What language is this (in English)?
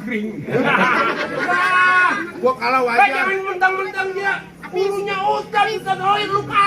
Betawi